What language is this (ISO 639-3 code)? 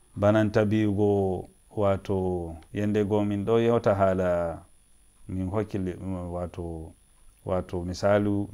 fuv